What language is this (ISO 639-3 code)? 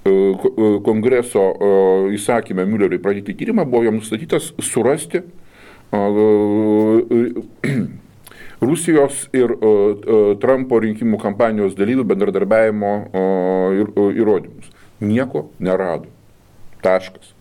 lit